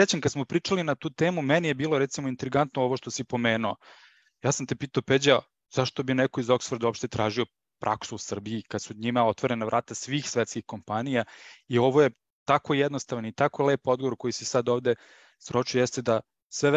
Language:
Serbian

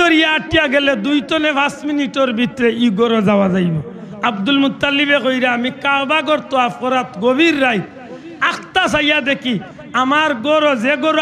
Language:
Sylheti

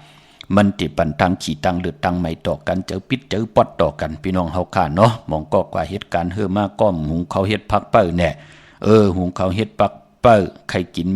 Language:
Shan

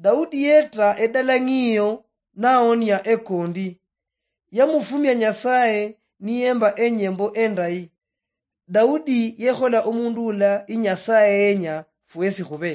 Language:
Luyia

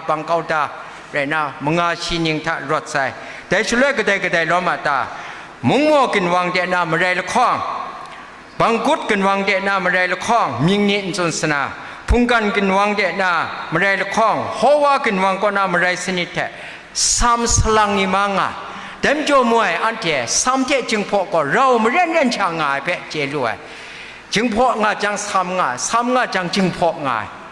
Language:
Kachin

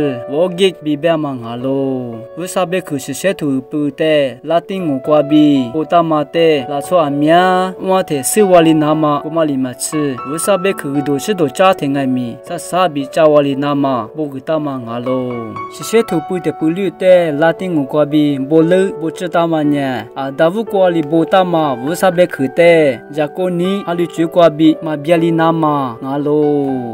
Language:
Lisu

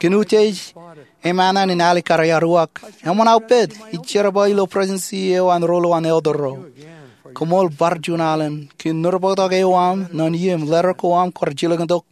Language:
Marshallese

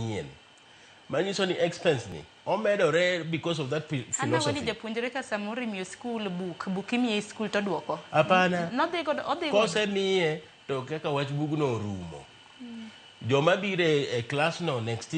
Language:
Luo (Kenya and Tanzania)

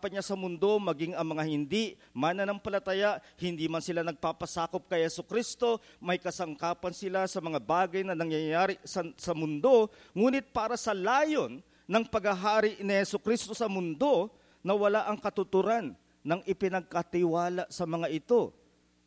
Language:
Filipino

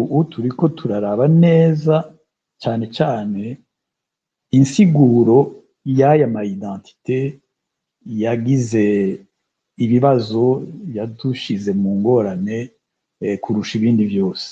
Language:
Rundi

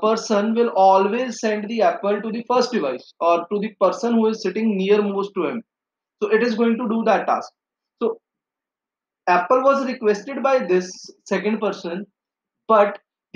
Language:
English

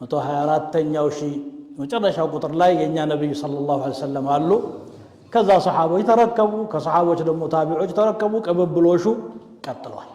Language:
Amharic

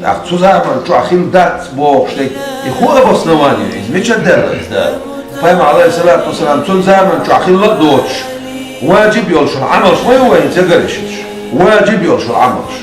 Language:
Chechen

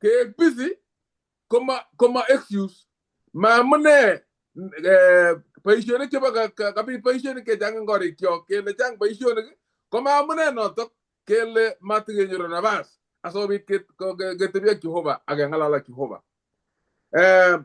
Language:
Kalenjin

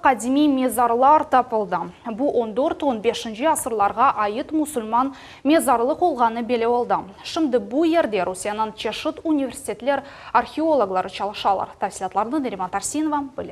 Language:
Crimean Tatar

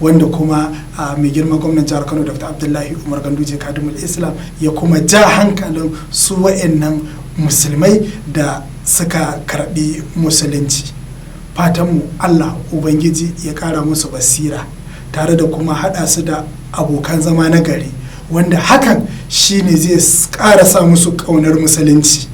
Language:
Hausa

